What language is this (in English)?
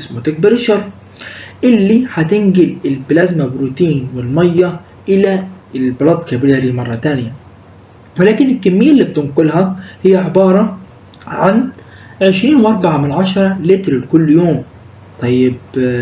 Egyptian Arabic